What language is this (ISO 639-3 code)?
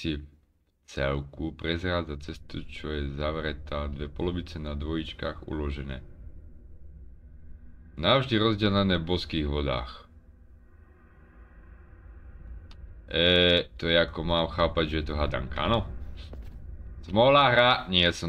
slk